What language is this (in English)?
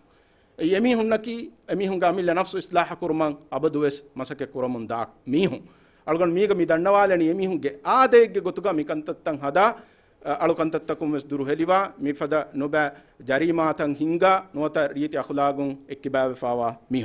Divehi